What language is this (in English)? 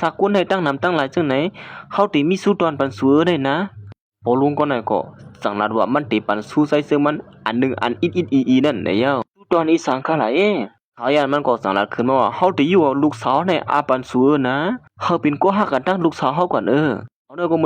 Shan